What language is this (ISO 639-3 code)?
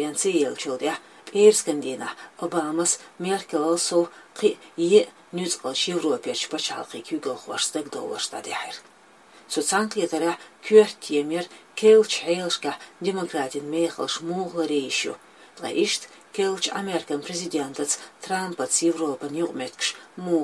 che